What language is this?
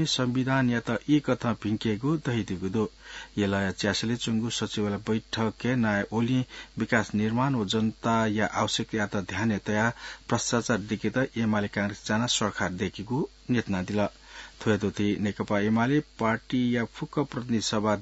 Newari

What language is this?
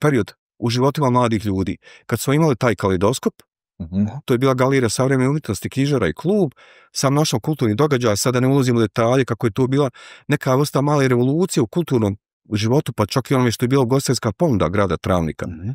Bosnian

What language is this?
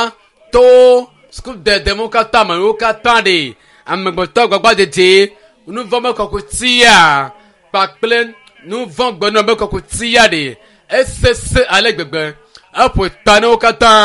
Ewe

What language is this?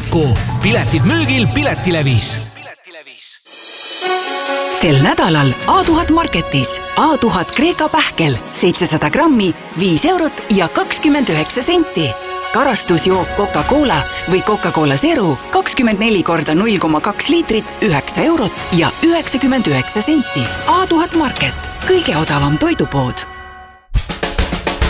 Estonian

